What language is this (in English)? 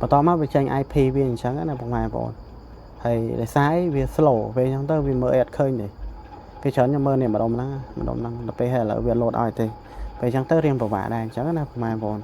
Khmer